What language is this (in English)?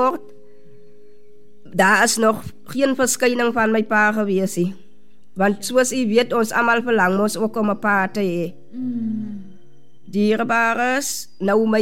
Afrikaans